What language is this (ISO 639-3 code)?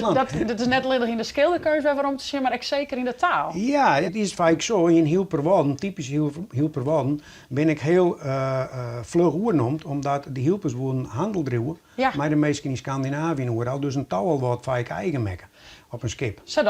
fry